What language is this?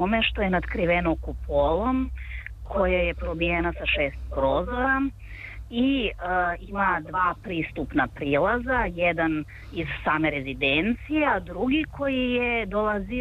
Serbian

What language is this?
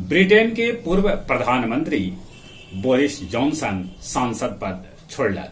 Magahi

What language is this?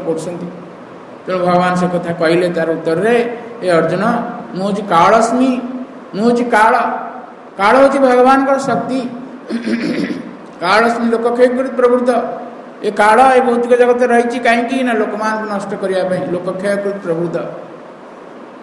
Odia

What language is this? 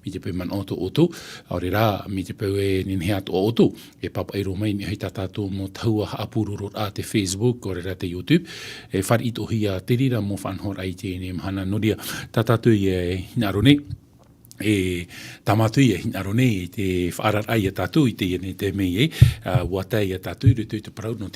Tahitian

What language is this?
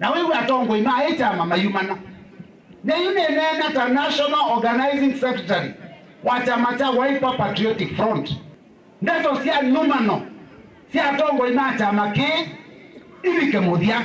Kamba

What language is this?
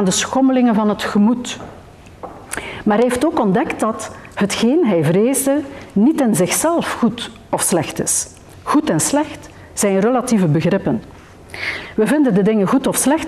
Dutch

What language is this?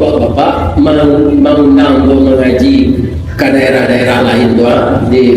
Minangkabau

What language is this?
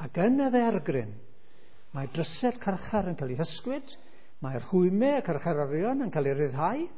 Welsh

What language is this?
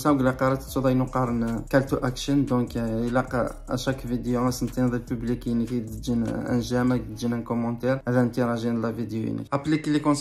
Kabyle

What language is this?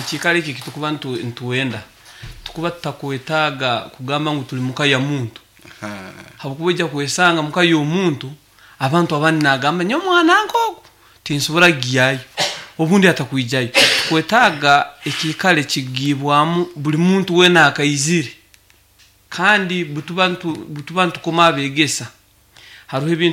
Nyoro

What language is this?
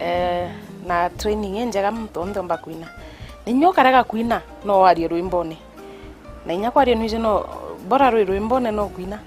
Meru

